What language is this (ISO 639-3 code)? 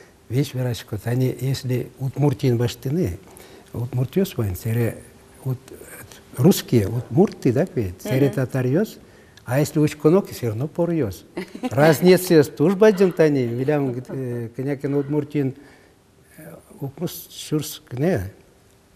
udm